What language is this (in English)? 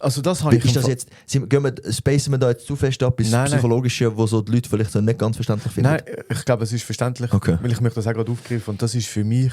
Swiss German